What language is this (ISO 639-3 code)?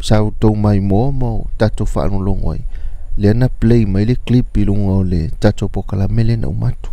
smo